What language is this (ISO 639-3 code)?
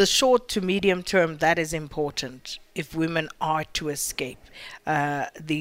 eng